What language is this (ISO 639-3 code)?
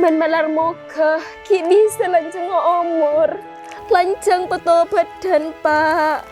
mad